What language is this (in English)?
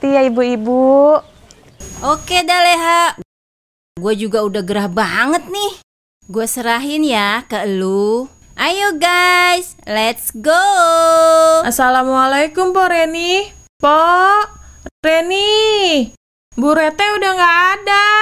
Betawi